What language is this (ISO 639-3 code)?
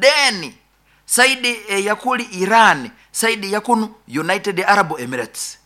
nyo